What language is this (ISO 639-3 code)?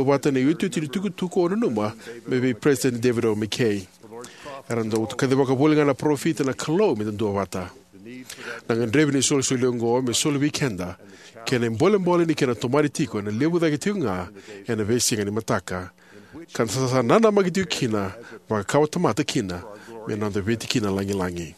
fij